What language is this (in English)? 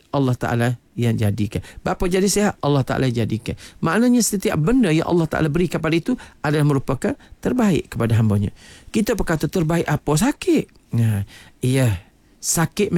Malay